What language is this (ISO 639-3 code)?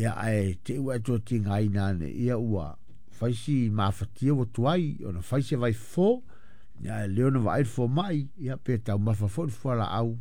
smo